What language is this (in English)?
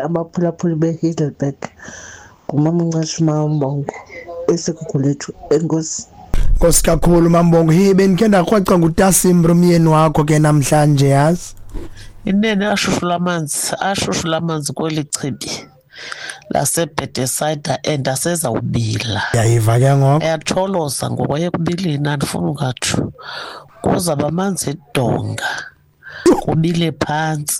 Xhosa